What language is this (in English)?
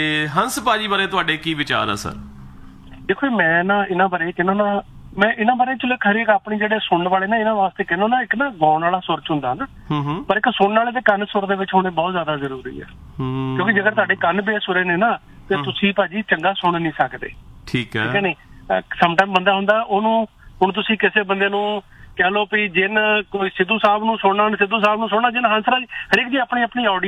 Punjabi